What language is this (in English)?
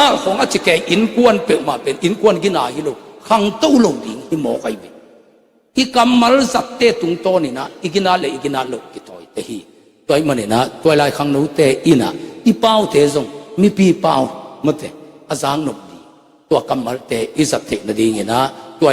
Tedim Chin